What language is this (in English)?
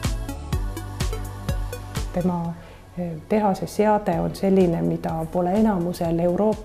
Estonian